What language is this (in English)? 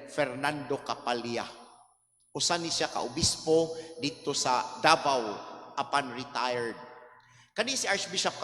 Cebuano